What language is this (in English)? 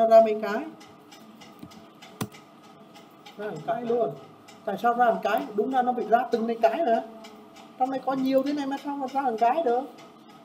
Vietnamese